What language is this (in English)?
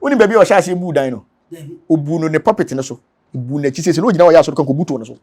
Akan